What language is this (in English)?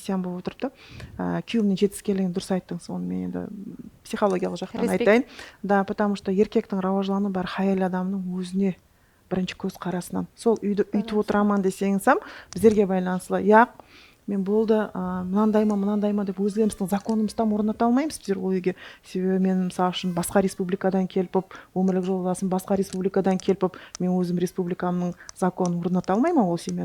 Kara-Kalpak